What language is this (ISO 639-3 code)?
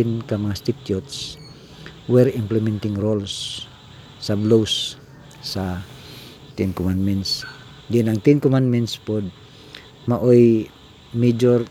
ceb